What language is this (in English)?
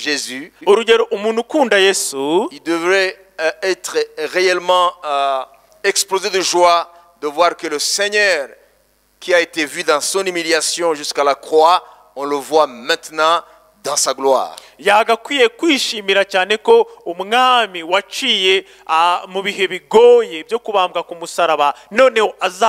Kinyarwanda